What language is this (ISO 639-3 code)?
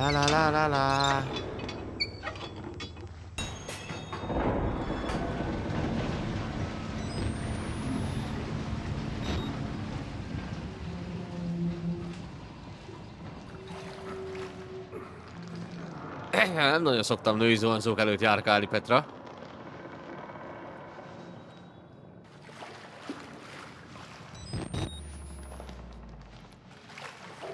hun